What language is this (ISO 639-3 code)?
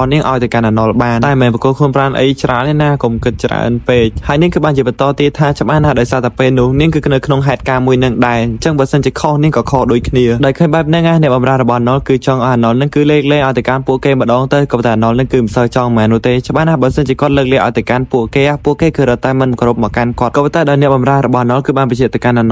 khm